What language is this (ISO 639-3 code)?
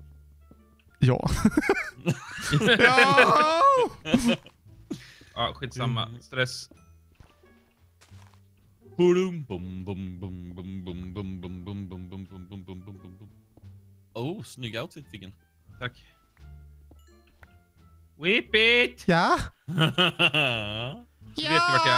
swe